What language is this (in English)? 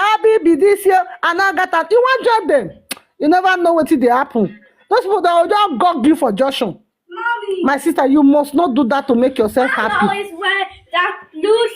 Nigerian Pidgin